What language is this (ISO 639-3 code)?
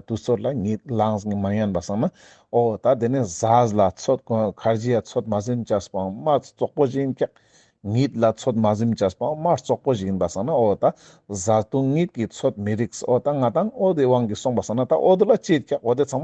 lbj